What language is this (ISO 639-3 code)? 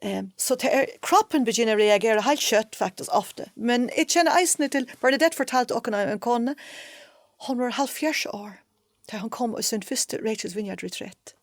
fao